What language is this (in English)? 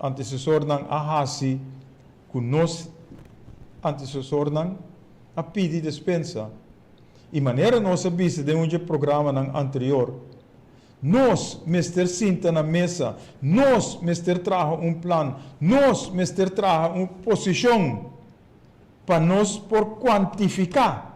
Papiamento